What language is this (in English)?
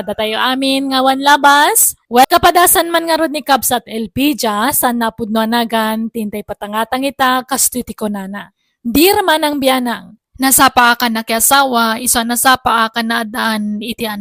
Iloko